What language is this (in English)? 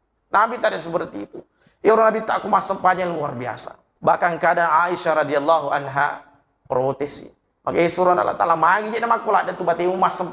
Buginese